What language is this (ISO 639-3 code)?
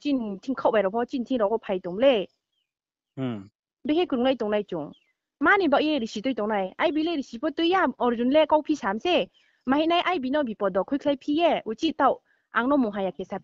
ria